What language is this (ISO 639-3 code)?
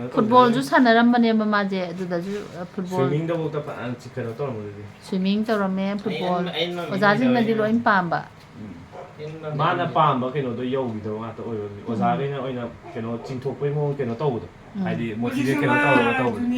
mni